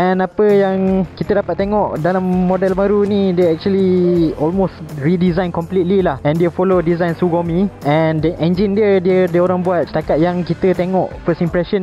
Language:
Malay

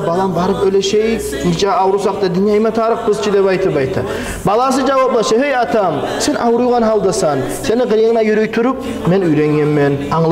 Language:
Kumyk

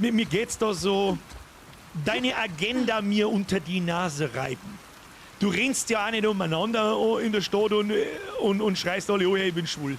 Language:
Bavarian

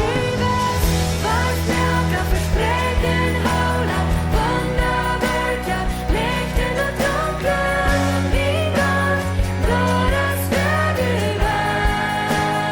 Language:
Plautdietsch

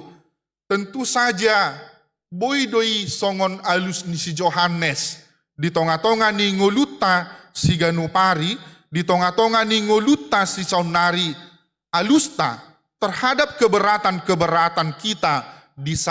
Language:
Batak Toba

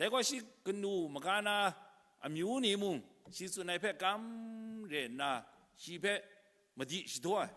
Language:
Kachin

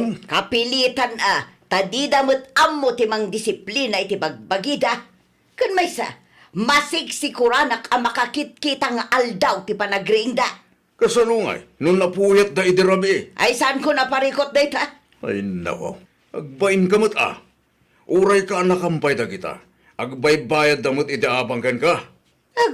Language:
Iloko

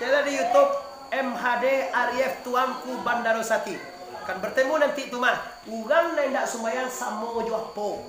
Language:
Minangkabau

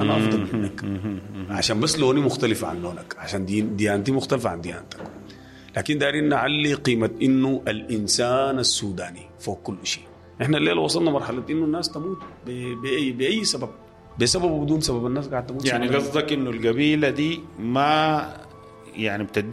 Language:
Sudanese Arabic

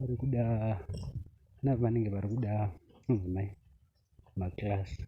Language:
Shona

